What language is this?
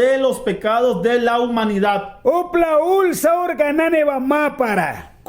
Mískito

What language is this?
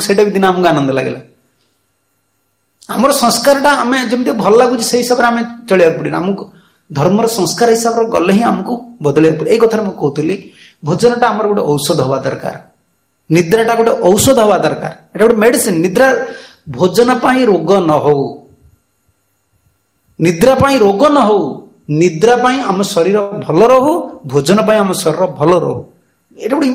Odia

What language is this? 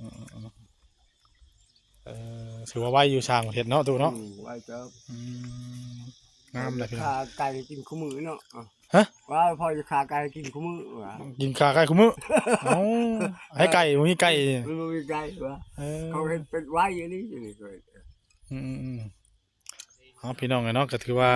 Northeastern Thai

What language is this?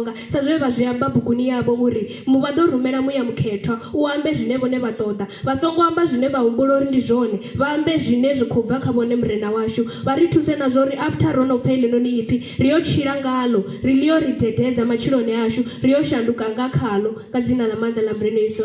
Venda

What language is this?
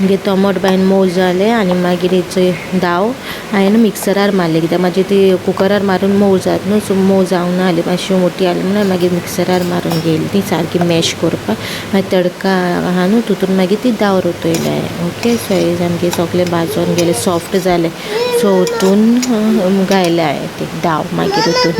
Konkani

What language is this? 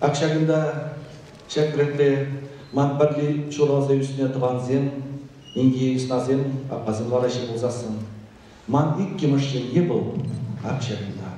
Chuvash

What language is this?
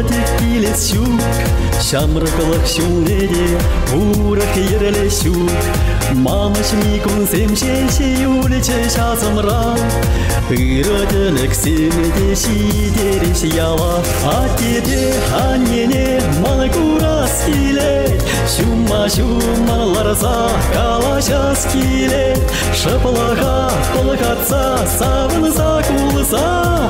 Chuvash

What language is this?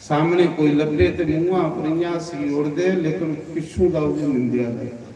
Dogri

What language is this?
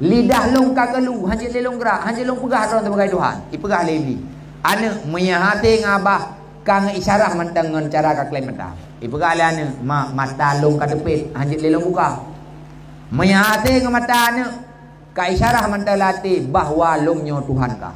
Achinese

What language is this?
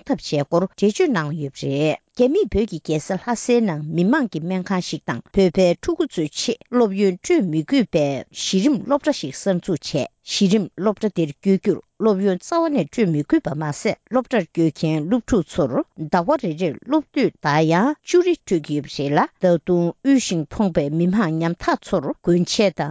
Tibetan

